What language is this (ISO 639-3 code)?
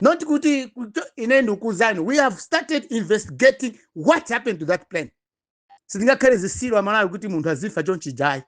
nya